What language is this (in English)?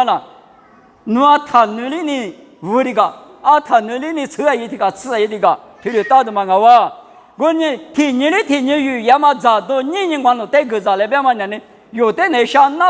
Lisu